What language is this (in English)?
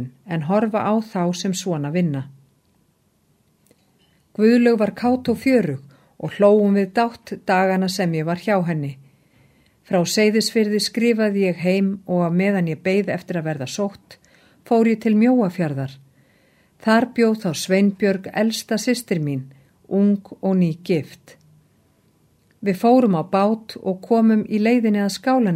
Icelandic